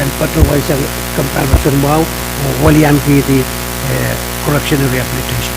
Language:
Pohnpeian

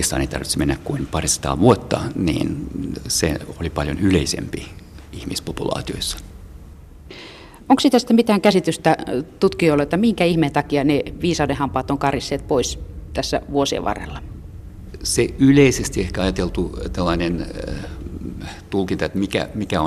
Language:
Finnish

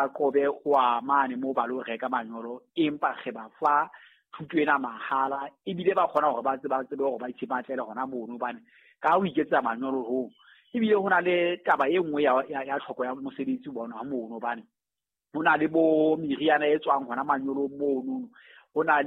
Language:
Southern Sotho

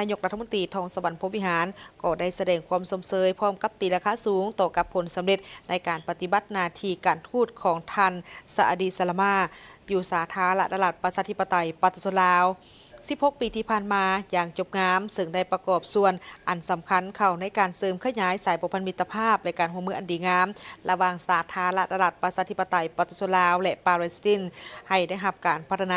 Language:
Lao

